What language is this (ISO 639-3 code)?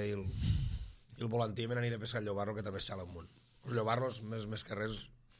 cat